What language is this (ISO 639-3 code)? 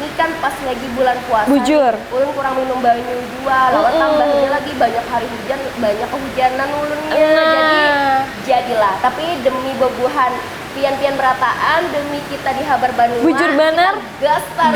bjn